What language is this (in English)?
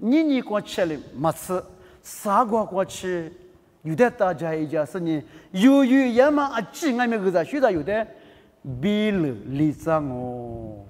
Lisu